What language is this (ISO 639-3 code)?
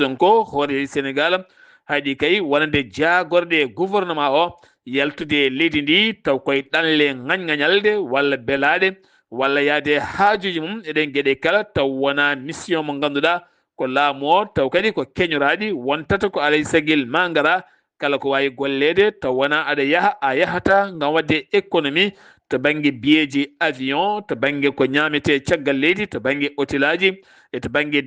ful